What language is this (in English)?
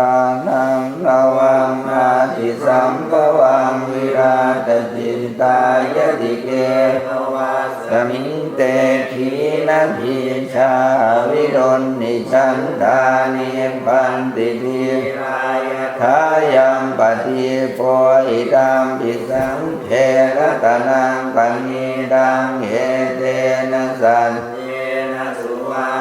Pali